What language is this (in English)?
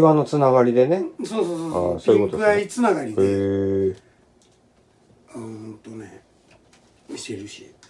Japanese